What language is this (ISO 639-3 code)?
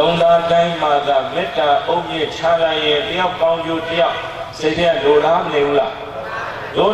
mya